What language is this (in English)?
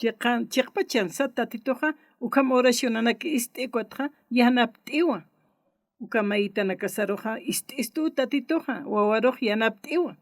Aymara